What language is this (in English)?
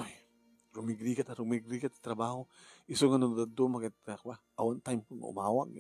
Iloko